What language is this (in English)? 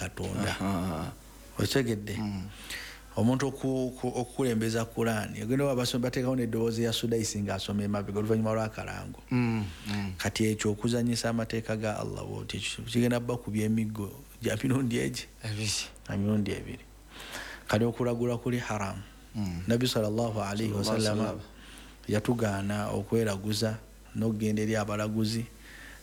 Ganda